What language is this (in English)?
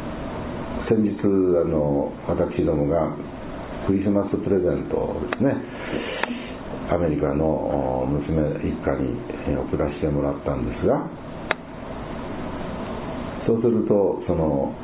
Japanese